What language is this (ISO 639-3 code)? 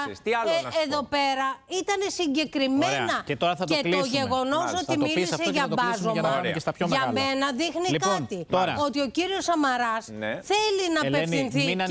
ell